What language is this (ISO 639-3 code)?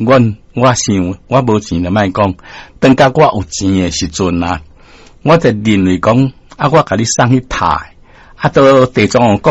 nan